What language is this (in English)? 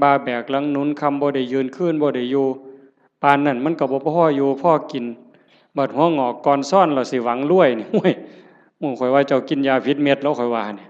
Northeastern Thai